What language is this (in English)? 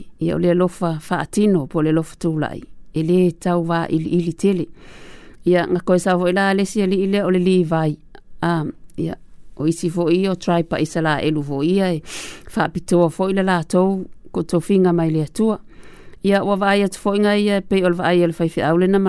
Samoan